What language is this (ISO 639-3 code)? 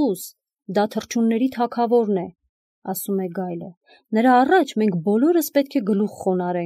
hye